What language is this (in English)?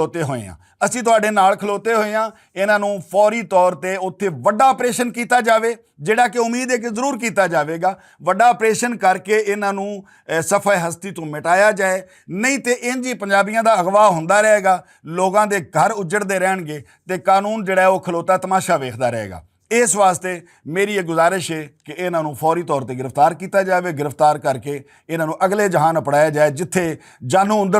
Western Panjabi